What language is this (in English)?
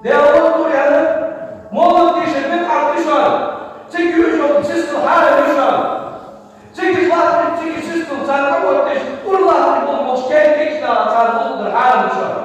Ingush